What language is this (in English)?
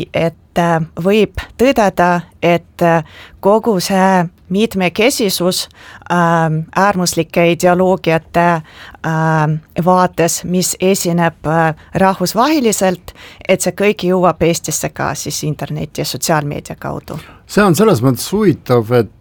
Estonian